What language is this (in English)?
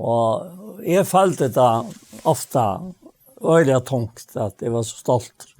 Faroese